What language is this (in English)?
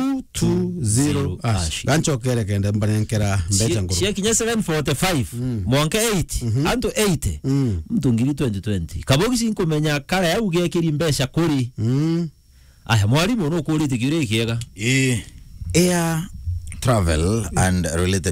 Meru